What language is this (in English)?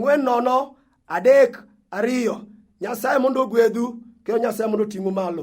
Luo (Kenya and Tanzania)